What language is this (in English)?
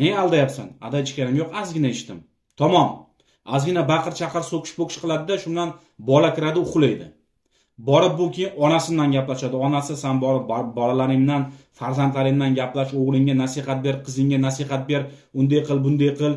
Uzbek